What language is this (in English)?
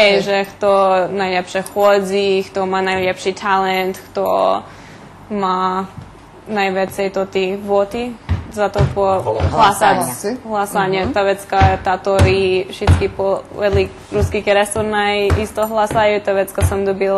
Rusyn